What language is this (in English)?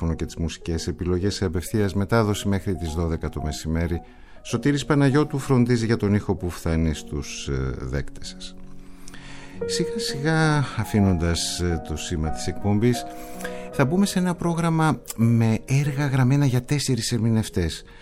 Greek